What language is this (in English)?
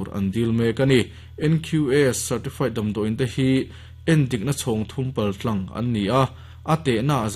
Mizo